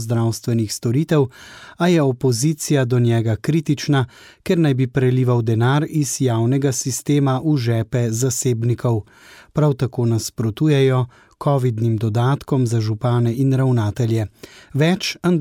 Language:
Slovenian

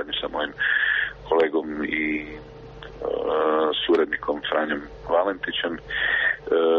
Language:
Croatian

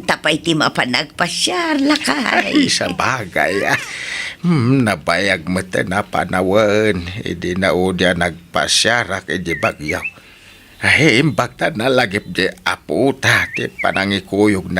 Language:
Iloko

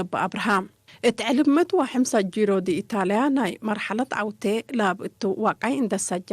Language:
Tigre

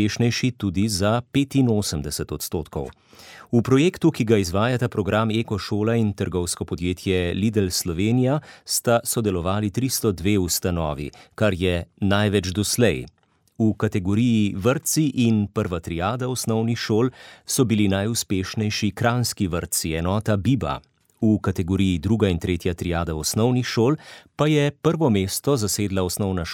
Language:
Slovenian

